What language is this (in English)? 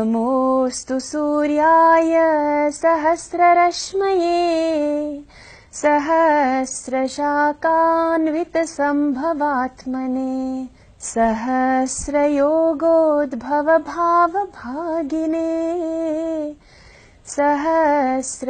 Sanskrit